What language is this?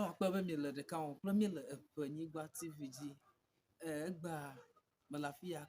Ewe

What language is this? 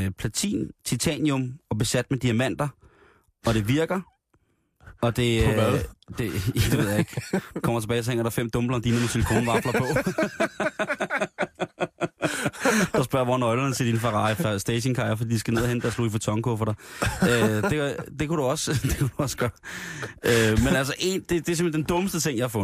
Danish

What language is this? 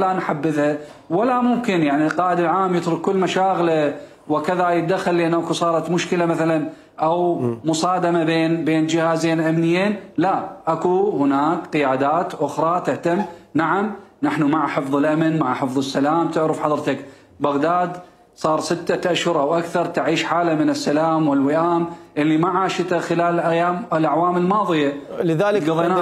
Mesopotamian Arabic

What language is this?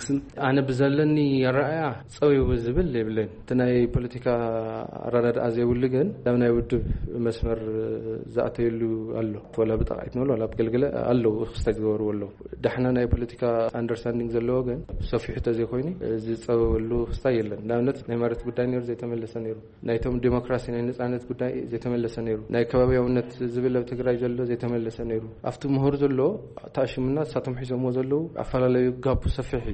Tigrinya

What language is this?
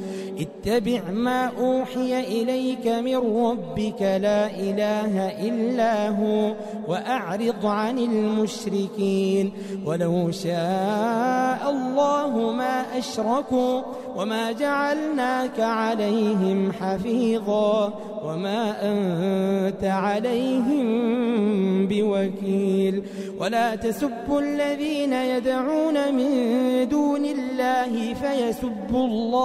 Arabic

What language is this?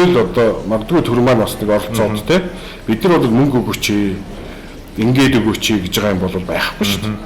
Mongolian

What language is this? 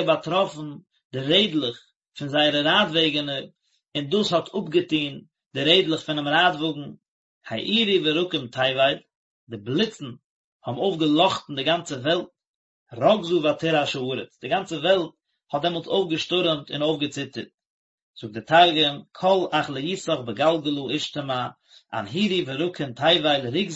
Yiddish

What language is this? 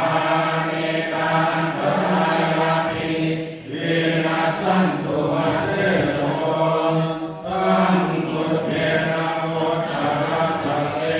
Pali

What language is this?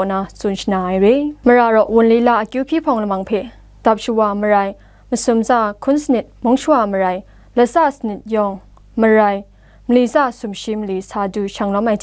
Kachin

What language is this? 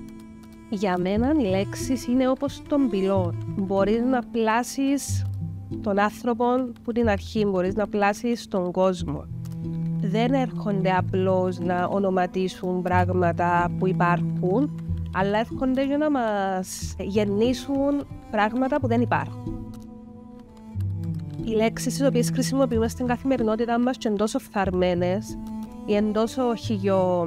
Greek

